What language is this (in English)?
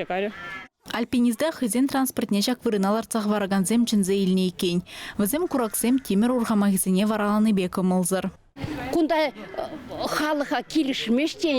Chuvash